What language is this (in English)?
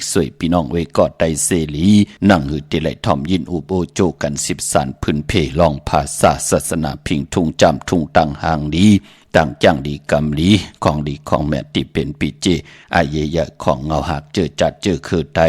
Shan